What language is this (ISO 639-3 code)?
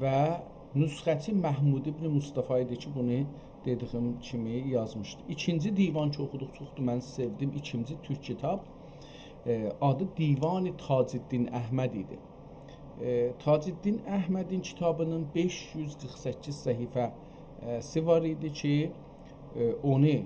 azb